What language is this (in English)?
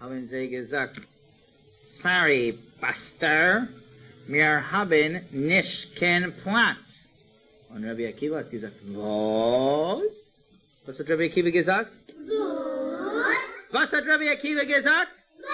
Yiddish